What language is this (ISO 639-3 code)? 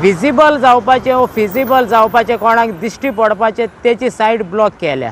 kok